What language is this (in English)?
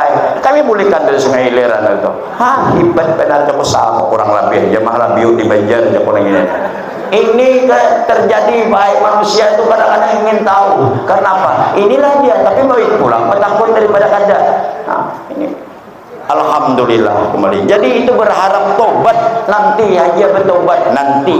Banjar